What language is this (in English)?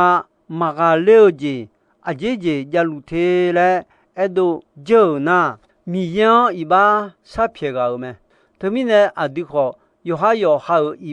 Akha